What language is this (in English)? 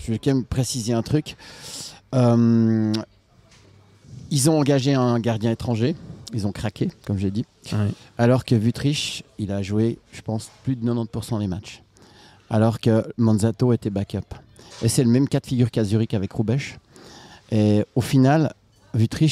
French